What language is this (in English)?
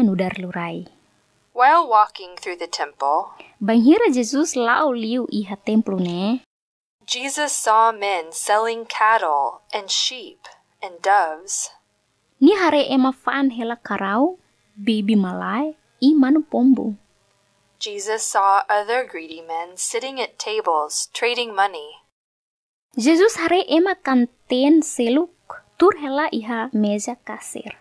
Tetum